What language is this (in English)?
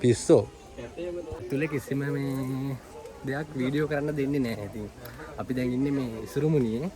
Sinhala